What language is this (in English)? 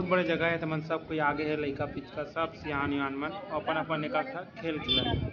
Chhattisgarhi